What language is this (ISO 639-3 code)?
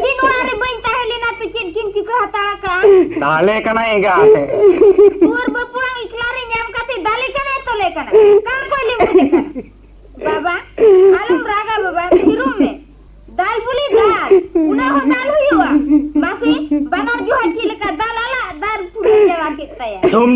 sat